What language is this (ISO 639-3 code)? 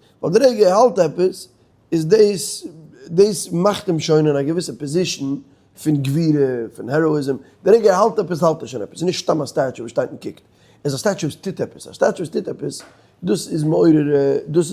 yid